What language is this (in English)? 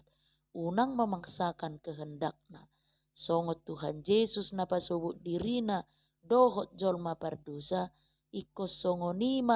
Batak Toba